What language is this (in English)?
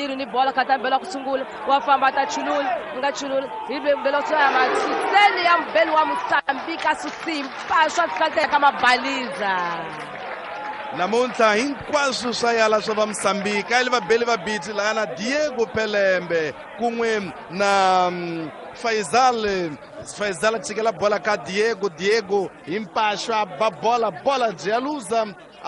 Tsonga